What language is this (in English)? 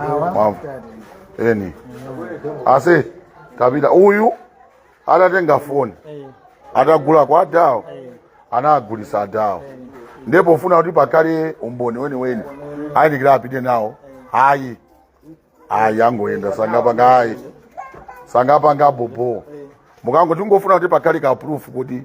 Nyanja